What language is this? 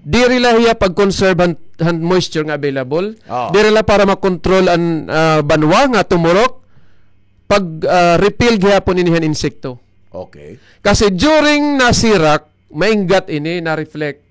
Waray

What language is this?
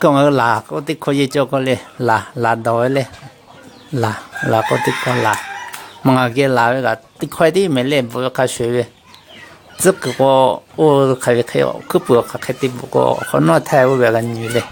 Lahu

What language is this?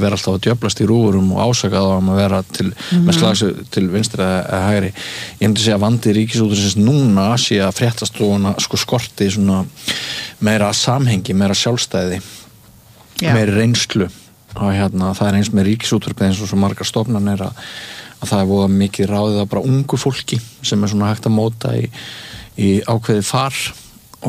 Icelandic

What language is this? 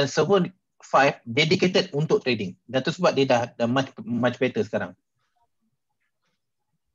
Malay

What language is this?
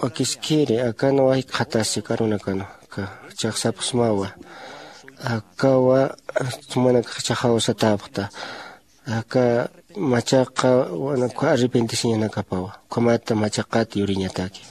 Aymara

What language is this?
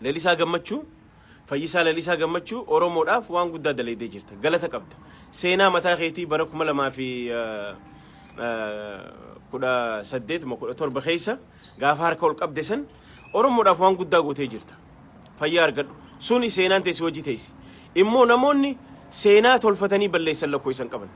Oromo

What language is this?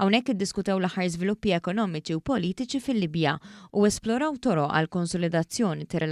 Maltese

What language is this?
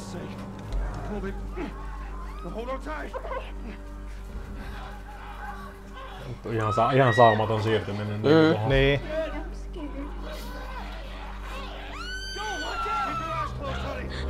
Finnish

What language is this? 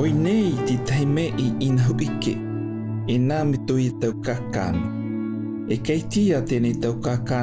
South Marquesan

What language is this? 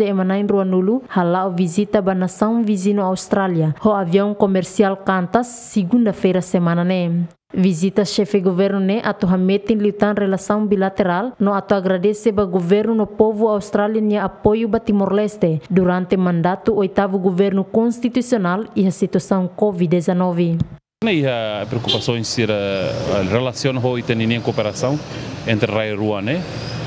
Tetum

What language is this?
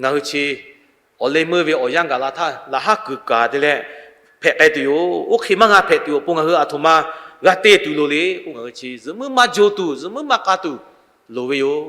Lahu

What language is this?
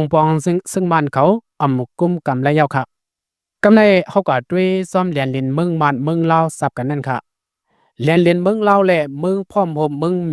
Shan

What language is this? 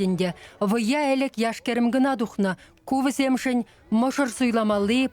Chuvash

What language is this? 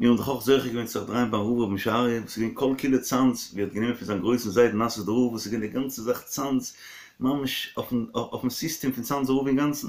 Yiddish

